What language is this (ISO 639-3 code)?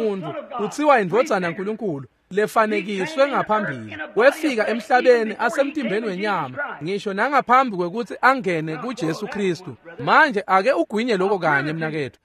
ssw